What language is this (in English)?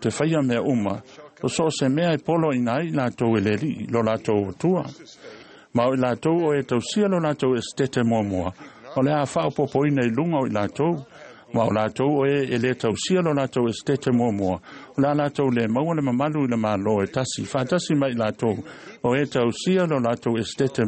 Samoan